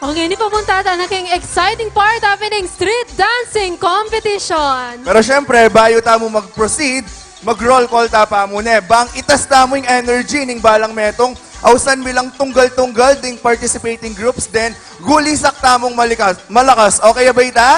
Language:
Pampanga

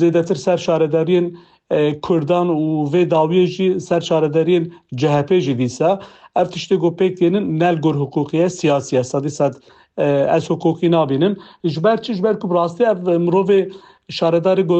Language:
Kurdish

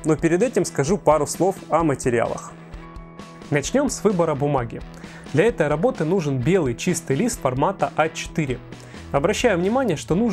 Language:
Russian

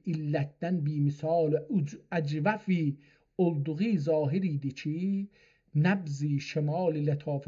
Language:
South Azerbaijani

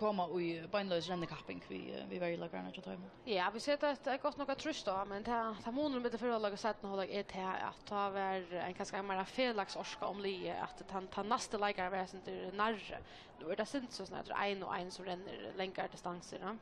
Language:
Faroese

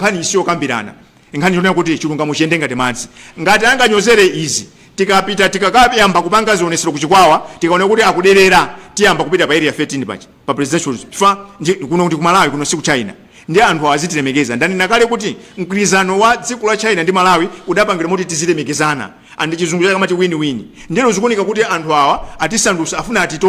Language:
Nyanja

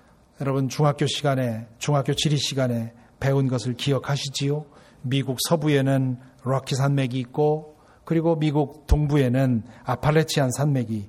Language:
Korean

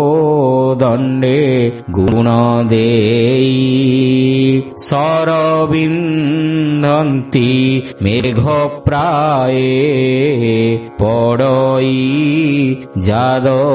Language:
Odia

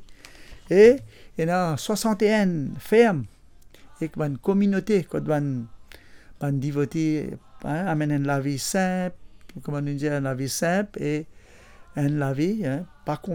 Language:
Morisyen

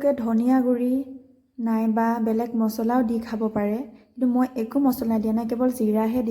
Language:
Assamese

